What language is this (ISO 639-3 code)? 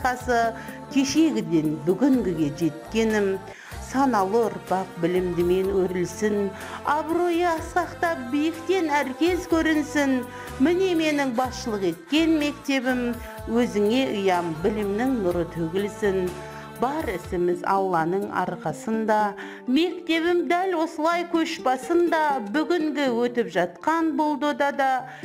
kaz